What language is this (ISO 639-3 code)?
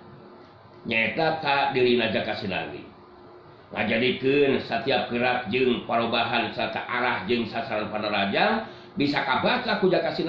sun